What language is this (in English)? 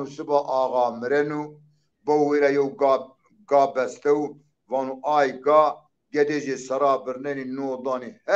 Zaza